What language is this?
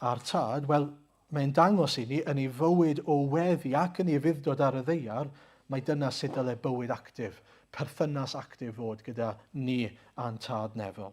Welsh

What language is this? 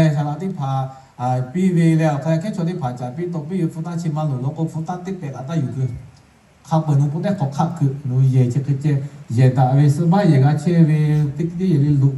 Lahu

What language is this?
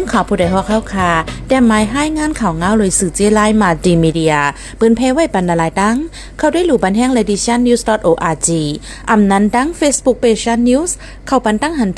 Shan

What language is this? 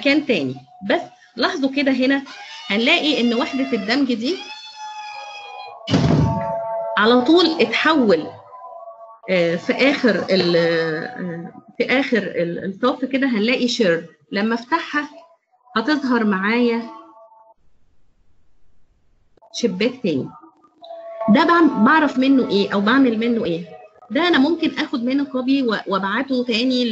Egyptian Arabic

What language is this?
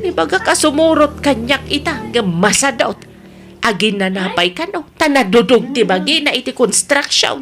Iloko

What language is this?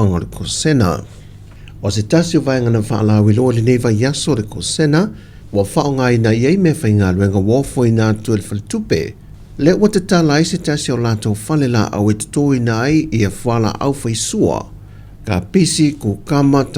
Samoan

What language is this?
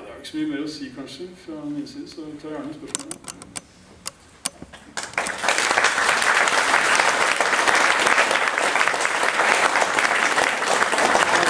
Norwegian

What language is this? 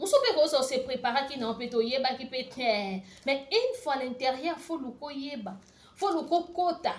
Lingala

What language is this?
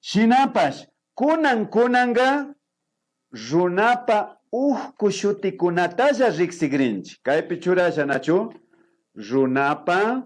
Imbabura Highland Quichua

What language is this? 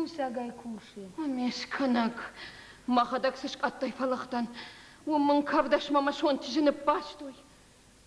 Ossetic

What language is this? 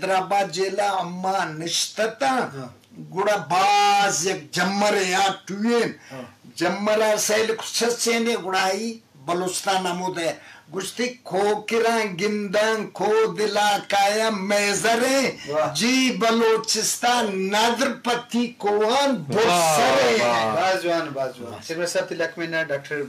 Eastern Balochi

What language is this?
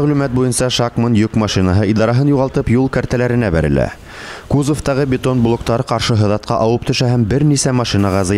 Bashkir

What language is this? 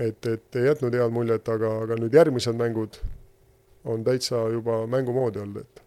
Estonian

